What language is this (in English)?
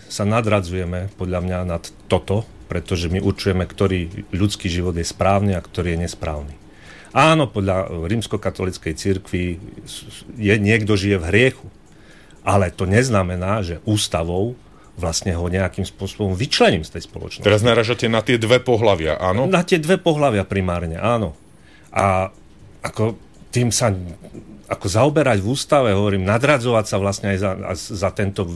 Slovak